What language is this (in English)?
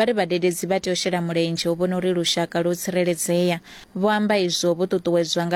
Venda